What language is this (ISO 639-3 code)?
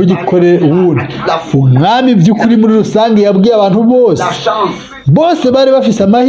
run